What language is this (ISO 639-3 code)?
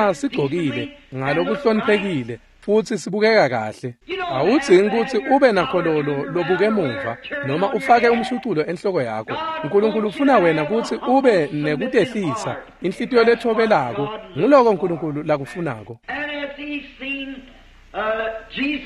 ssw